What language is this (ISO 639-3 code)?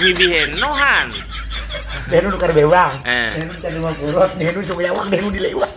bjn